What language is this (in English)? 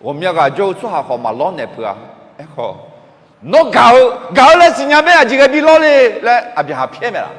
Akha